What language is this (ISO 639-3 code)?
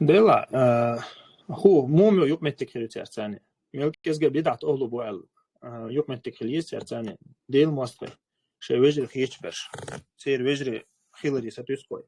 che